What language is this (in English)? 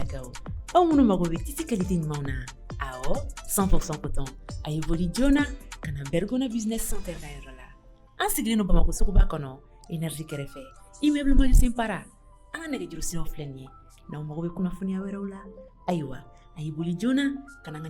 Bambara